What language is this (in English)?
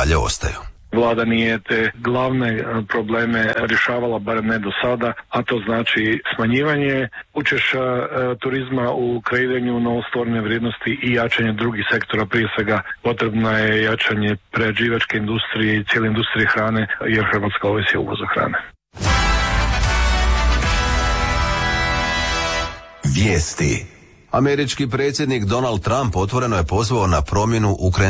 Croatian